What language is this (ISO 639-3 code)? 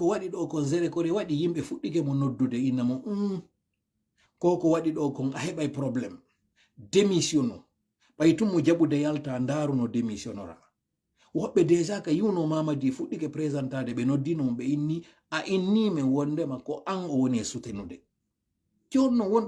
ful